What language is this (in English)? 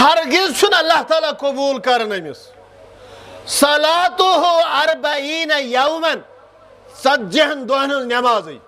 Kashmiri